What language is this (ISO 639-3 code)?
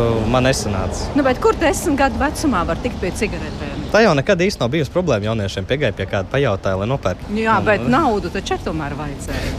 lav